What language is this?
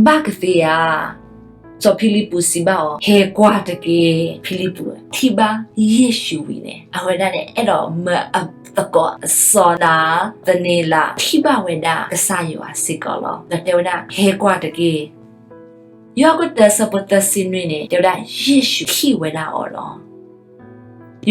S'gaw Karen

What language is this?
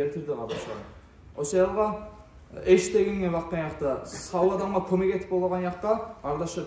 Kumyk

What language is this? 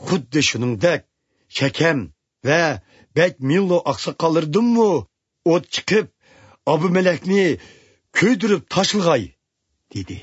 Uyghur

